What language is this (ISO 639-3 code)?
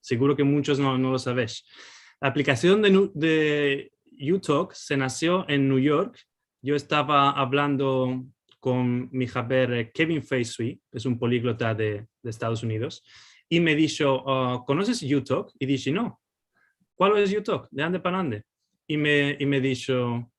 lad